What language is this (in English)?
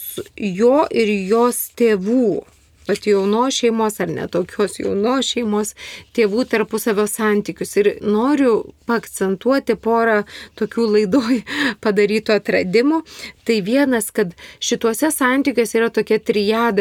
Lithuanian